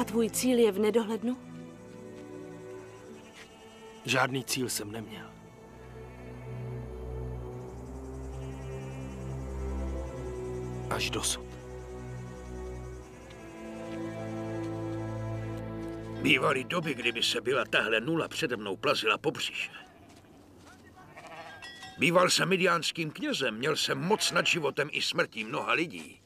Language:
Czech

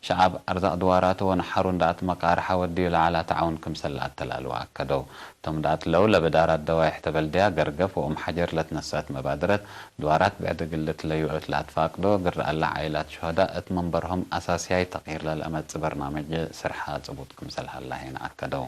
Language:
Tigre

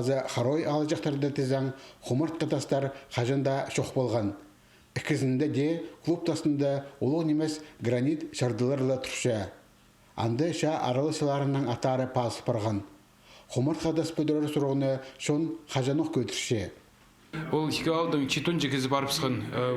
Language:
Khakas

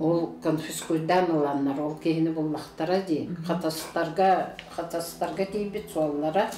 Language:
Yakut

